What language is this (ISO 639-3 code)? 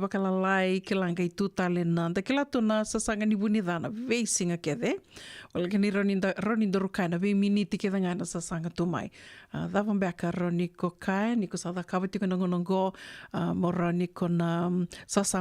fij